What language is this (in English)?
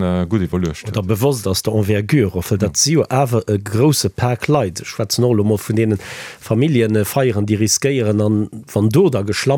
Luxembourgish